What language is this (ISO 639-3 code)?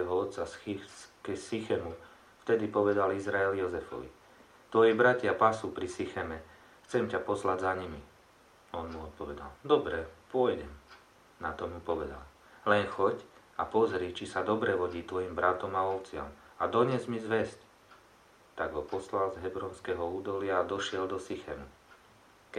slk